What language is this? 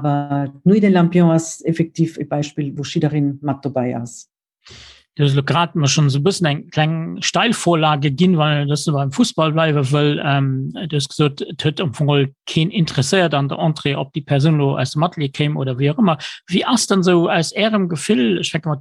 Luxembourgish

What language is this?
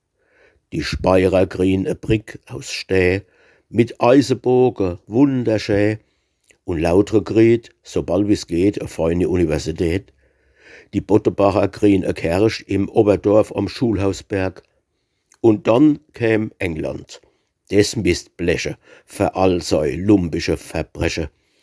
Palatine German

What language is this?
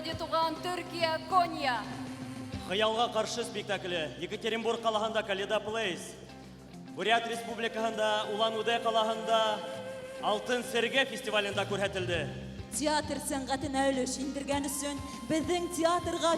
Bashkir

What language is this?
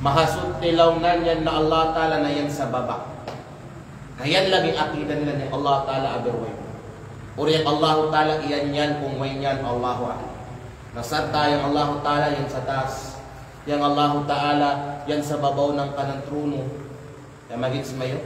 Kalagan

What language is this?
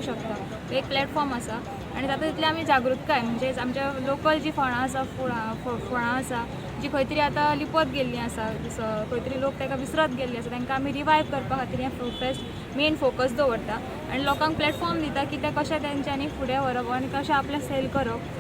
Konkani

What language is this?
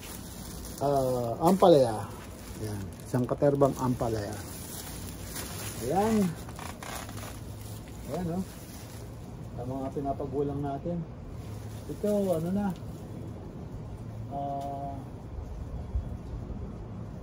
Filipino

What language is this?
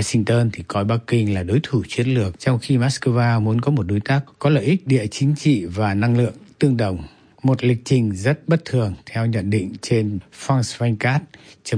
Vietnamese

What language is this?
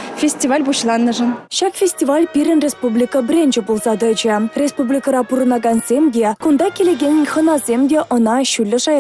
Chuvash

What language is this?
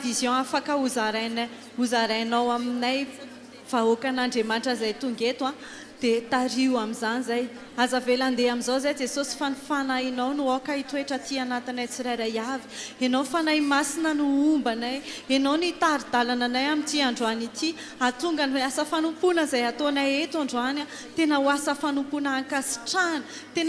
Malagasy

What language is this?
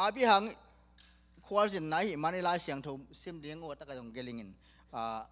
Tedim Chin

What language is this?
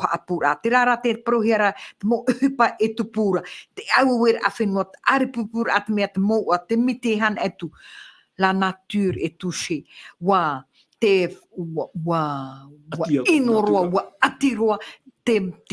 Tahitian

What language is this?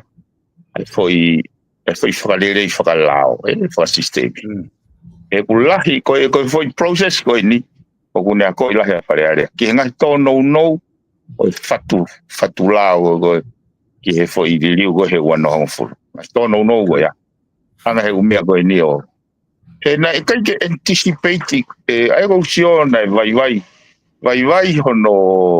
Tongan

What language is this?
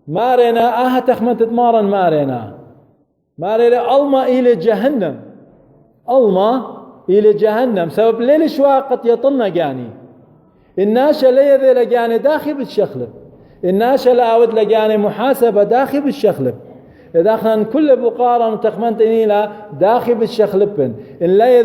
Assyrian Neo-Aramaic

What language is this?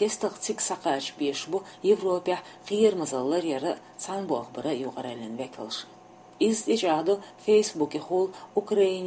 Chechen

